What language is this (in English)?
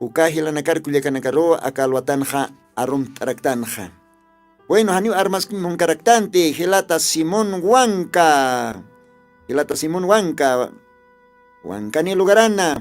Aymara